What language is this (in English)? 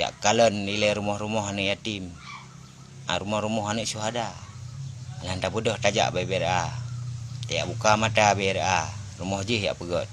Achinese